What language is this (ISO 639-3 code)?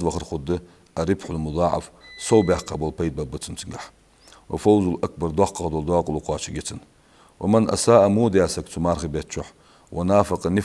inh